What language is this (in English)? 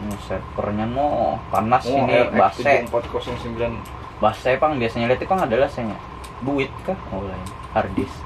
Banjar